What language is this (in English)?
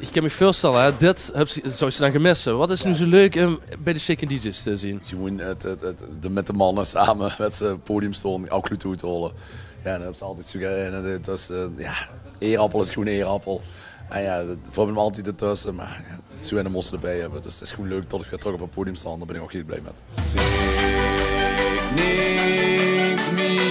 Limburgish